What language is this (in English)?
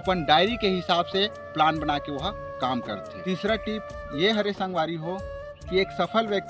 Chhattisgarhi